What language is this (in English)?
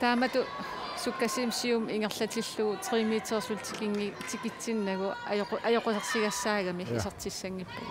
Kalaallisut